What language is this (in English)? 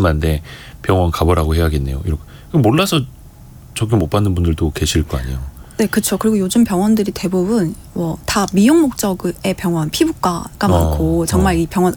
Korean